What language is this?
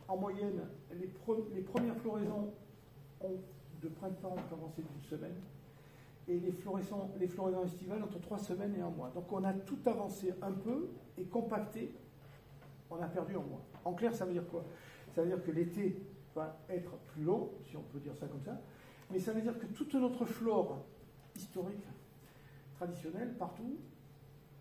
French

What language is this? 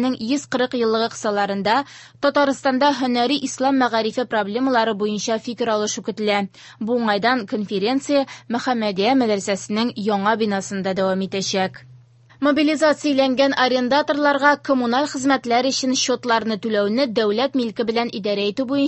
Tatar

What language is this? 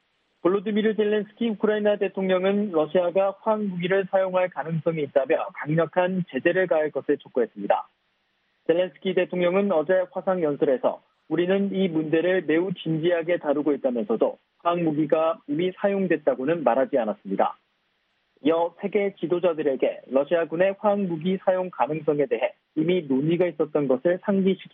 Korean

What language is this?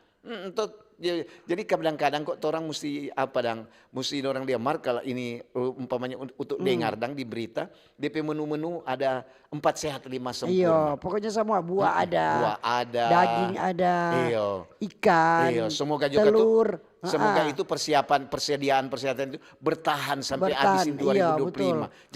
Manado Malay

